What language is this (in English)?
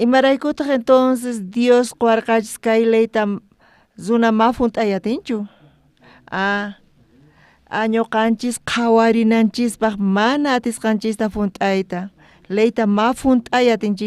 South Bolivian Quechua